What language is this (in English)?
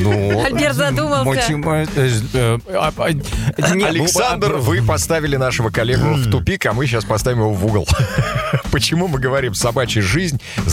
Russian